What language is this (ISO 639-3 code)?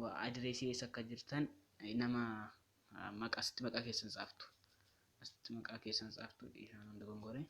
orm